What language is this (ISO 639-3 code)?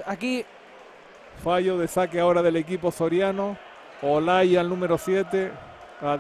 spa